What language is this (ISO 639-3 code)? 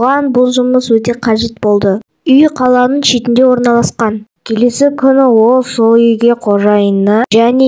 kaz